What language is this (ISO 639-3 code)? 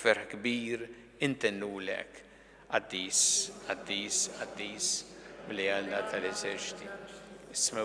mlt